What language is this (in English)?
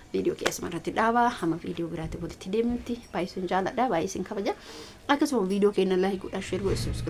Oromo